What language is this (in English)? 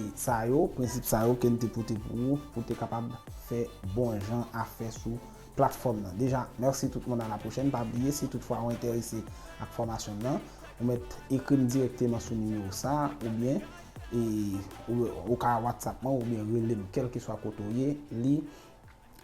Haitian Creole